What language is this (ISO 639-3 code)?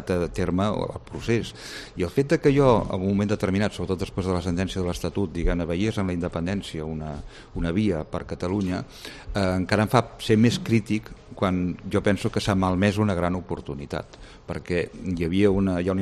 cat